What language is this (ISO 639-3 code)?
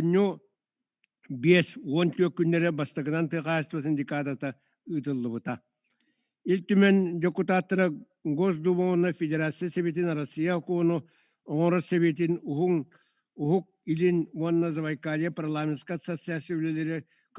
sah